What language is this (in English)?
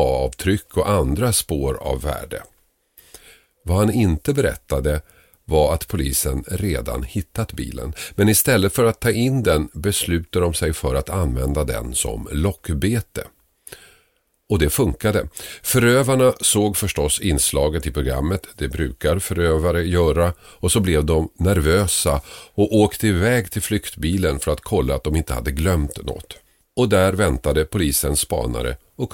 Swedish